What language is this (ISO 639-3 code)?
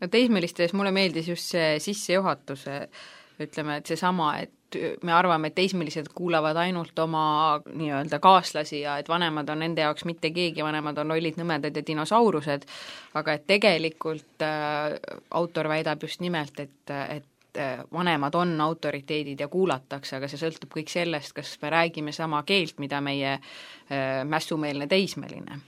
est